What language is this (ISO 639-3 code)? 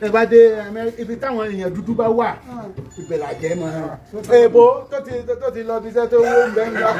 yor